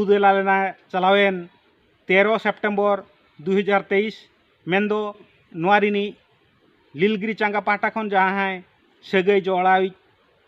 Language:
Santali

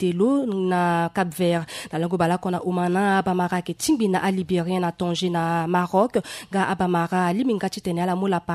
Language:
Sango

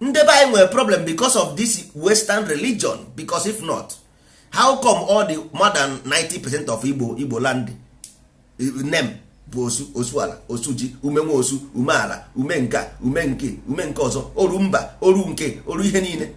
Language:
Igbo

